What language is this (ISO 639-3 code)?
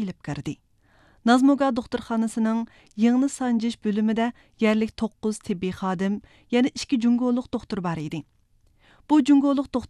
uig